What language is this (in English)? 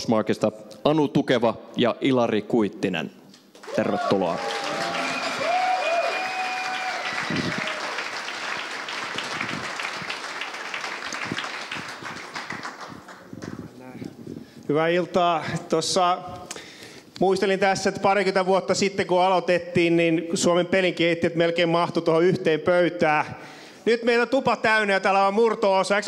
Finnish